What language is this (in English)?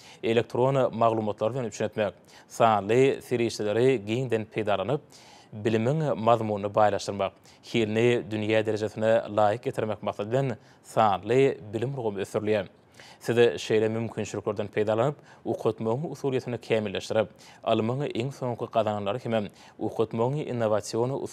Turkmen